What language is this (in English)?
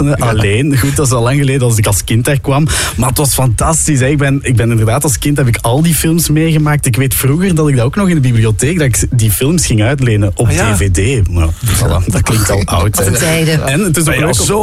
Dutch